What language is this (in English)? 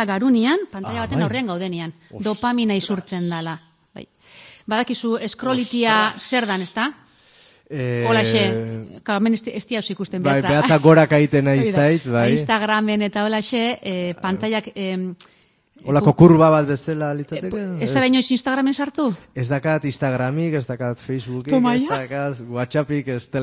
Basque